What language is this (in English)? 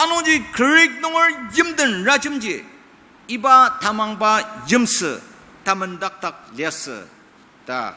Ao Naga